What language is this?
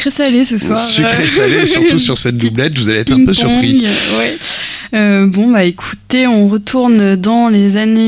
French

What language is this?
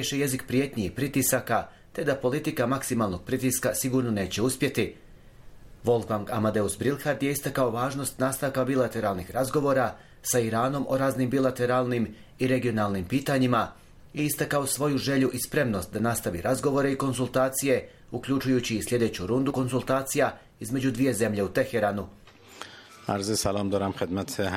Bosnian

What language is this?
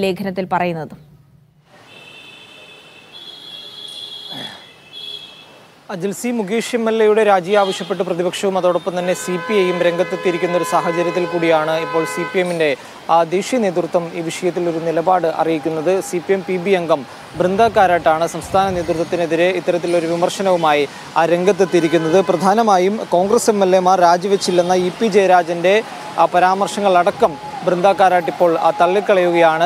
Malayalam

